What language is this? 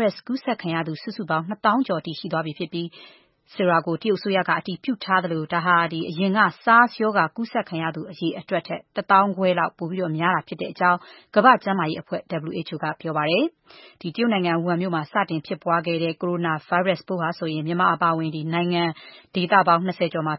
Burmese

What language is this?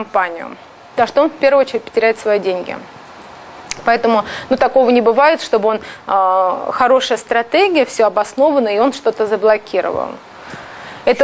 Russian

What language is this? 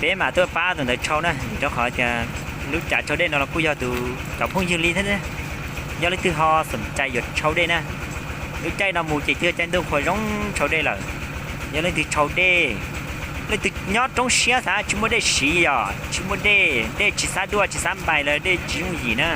Hmong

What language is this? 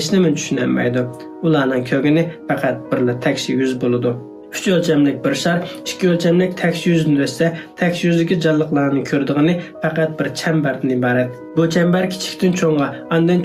Uyghur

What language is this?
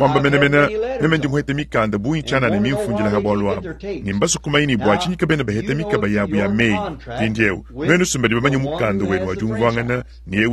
Luba-Lulua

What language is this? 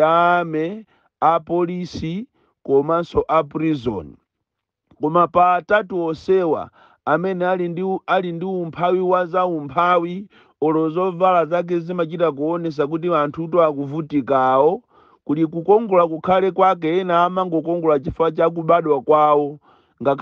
Nyanja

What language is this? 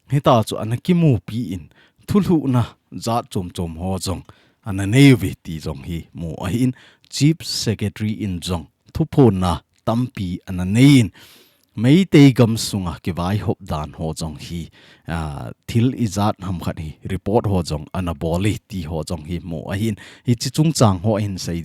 Thado Chin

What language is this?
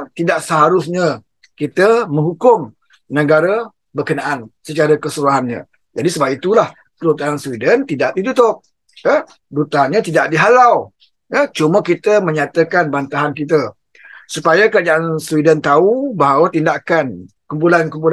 Malay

